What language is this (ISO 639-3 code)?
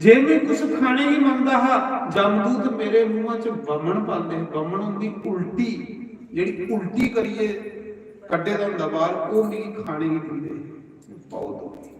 doi